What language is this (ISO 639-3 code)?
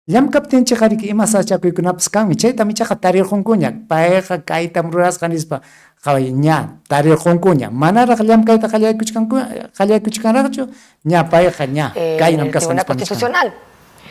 quy